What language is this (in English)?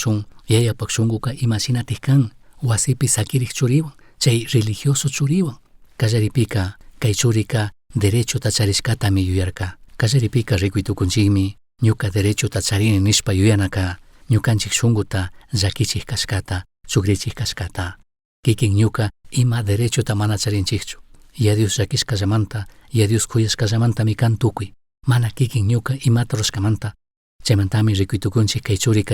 Chimborazo Highland Quichua